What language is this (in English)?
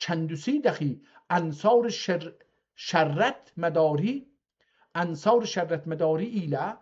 South Azerbaijani